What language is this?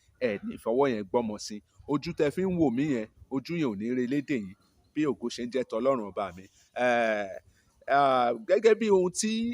Yoruba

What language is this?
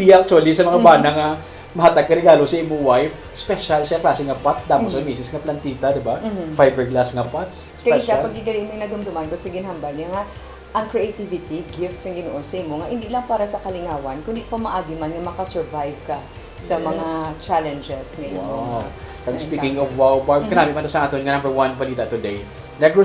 Hiligaynon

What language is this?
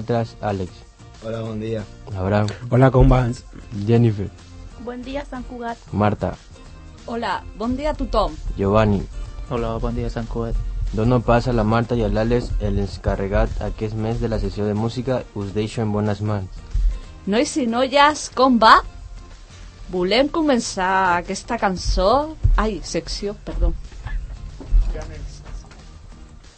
Catalan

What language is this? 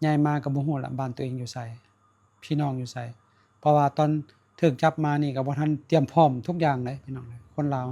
Lao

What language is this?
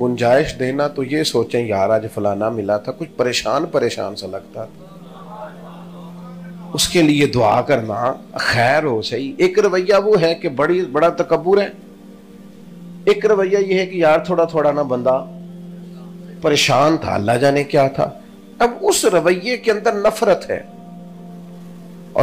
Urdu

